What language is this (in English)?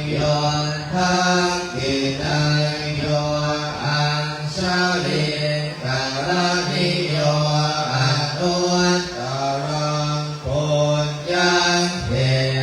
Pali